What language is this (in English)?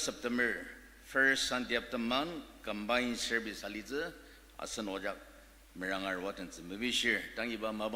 Ao Naga